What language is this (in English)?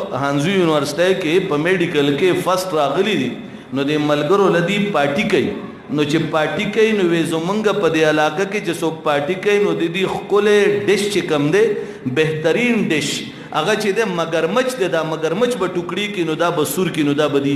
Pashto